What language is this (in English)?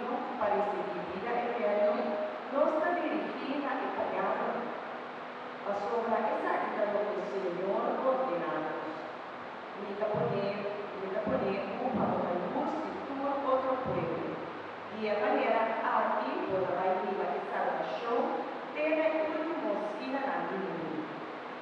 Papiamento